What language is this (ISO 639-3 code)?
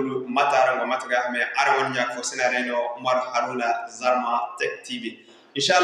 dje